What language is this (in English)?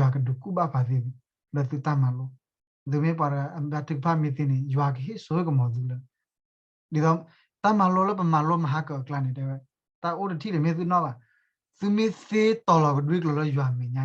S'gaw Karen